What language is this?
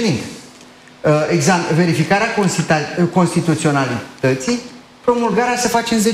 Romanian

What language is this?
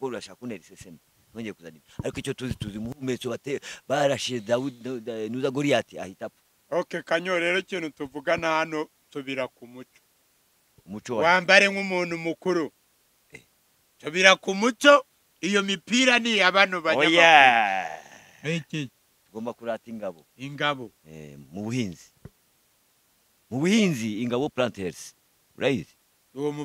Kinyarwanda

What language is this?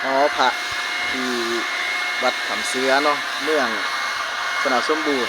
Lao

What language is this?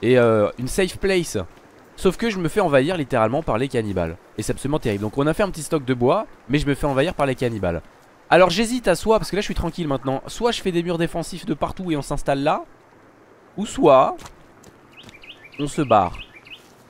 French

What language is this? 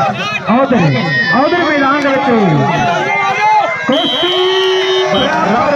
Punjabi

